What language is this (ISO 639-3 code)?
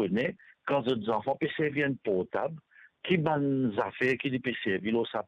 mfe